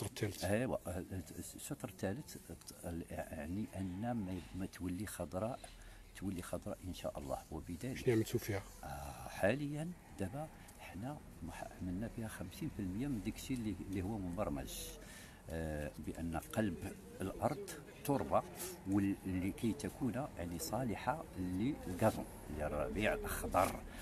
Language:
Moroccan Arabic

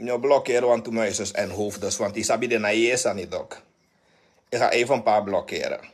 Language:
Sranan Tongo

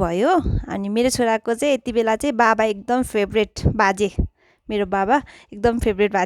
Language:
Nepali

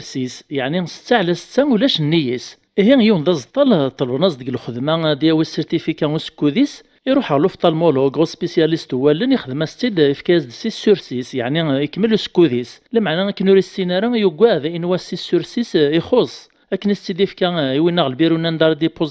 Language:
Kabyle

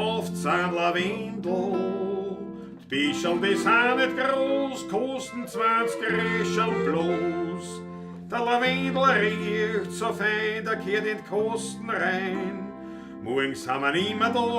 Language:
Bavarian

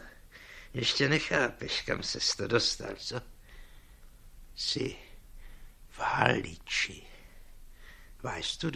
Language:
Czech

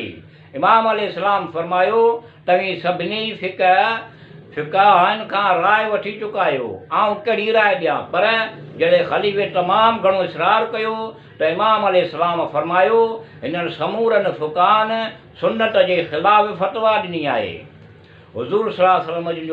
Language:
Sindhi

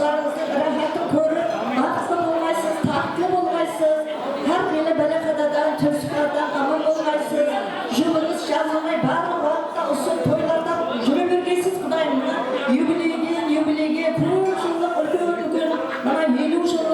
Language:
Kara-Kalpak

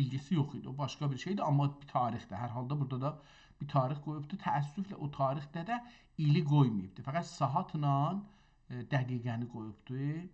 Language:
South Azerbaijani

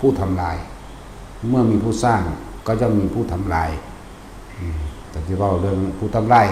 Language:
Northeastern Thai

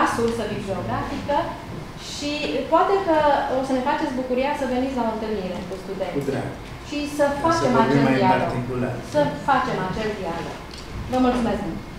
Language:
Romanian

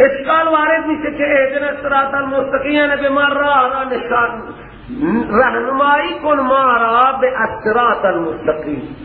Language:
Persian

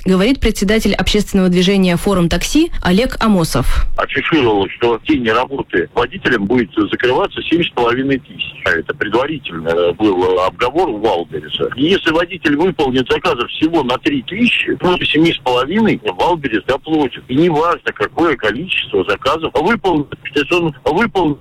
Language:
Russian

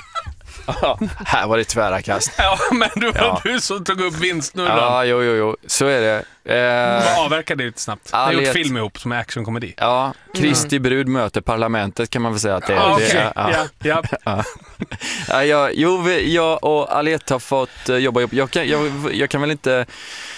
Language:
Swedish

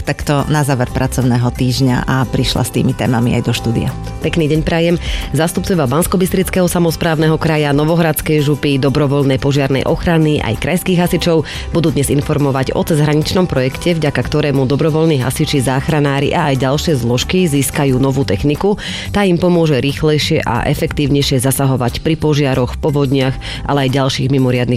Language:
Slovak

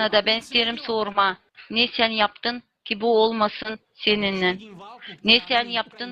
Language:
Gagauz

